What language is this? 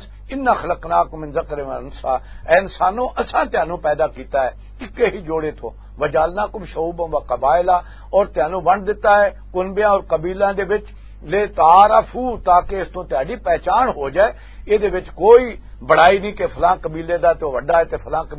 Western Panjabi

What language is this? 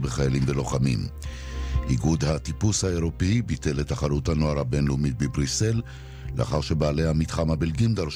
Hebrew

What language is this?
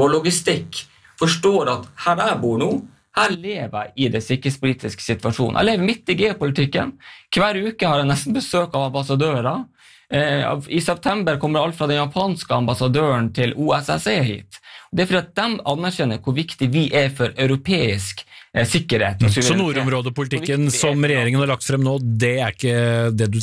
Norwegian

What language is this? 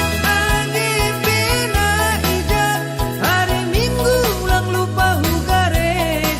Batak Simalungun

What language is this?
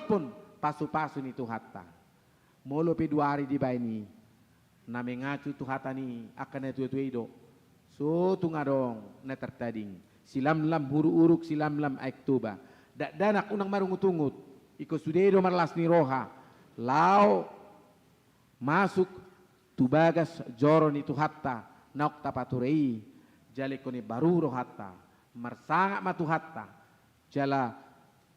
Batak Toba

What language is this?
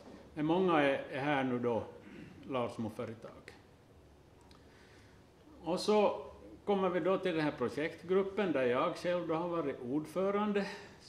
Swedish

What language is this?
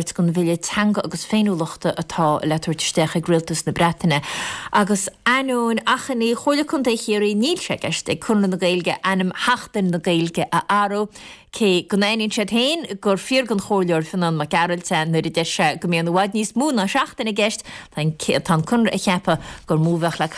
Irish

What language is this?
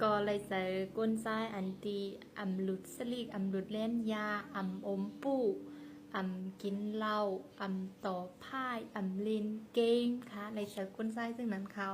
Shan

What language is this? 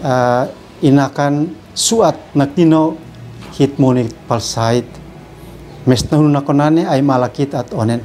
Uab Meto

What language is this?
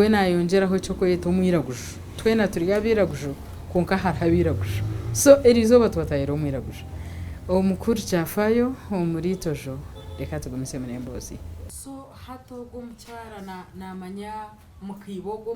Nyankole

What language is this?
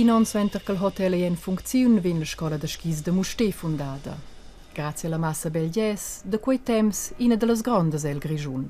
Romansh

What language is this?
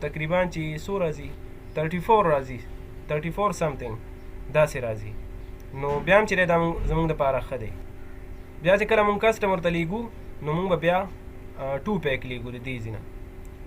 Pashto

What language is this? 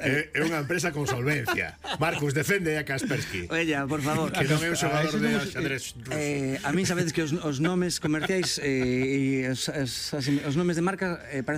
Galician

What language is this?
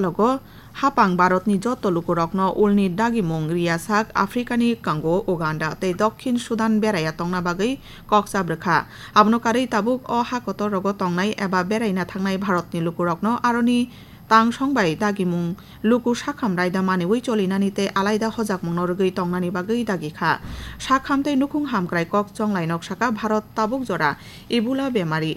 Kok Borok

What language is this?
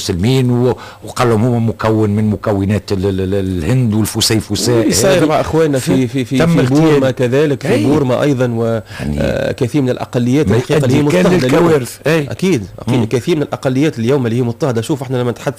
Tunisian Arabic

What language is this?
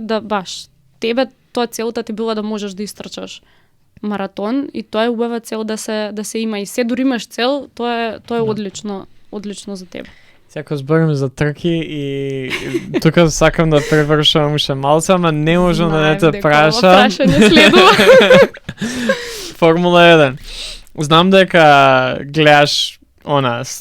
Macedonian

